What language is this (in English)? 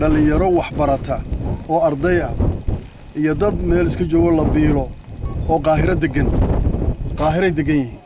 Somali